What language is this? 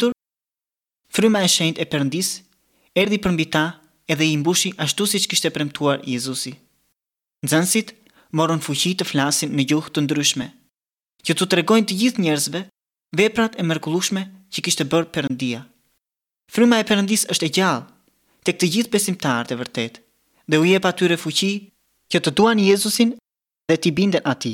Albanian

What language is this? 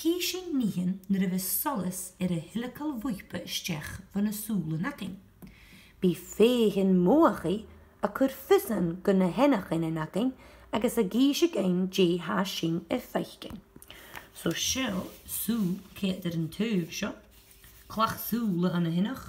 Scottish Gaelic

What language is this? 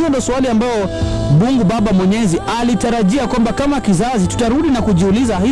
Swahili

